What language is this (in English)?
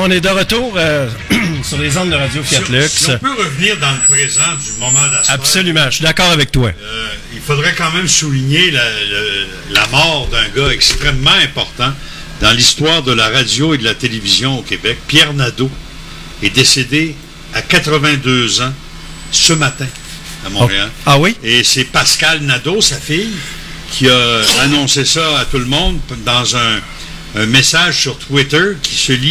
French